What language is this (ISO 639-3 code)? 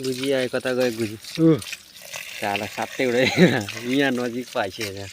nep